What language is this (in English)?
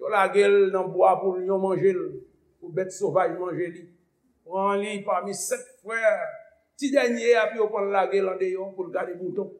Haitian Creole